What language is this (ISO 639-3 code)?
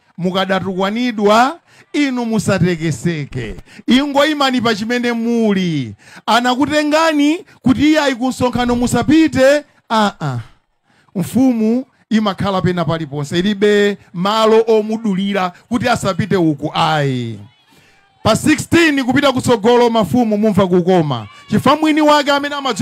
nya